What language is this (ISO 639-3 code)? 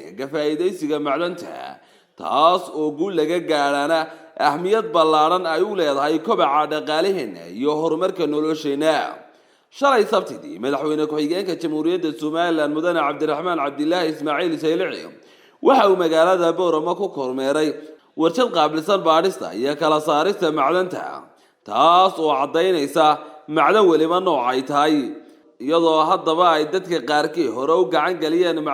som